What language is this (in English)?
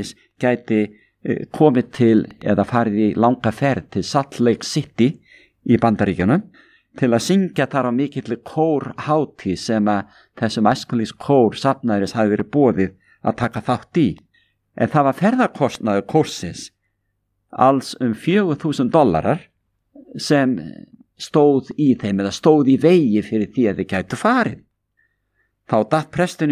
Icelandic